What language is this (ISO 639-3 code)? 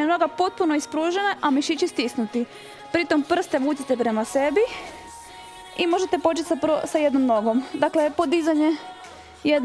hrv